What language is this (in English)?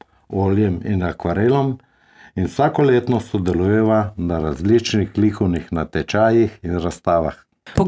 Slovenian